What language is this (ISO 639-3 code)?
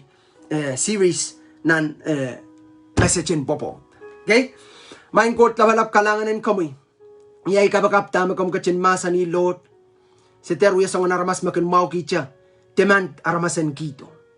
pon